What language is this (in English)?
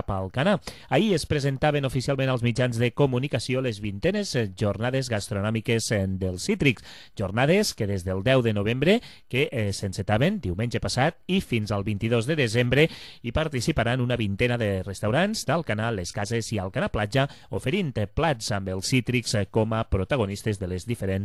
Catalan